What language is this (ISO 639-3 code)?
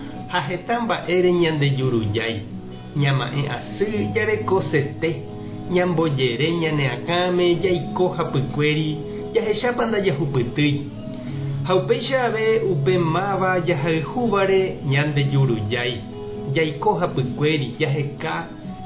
grn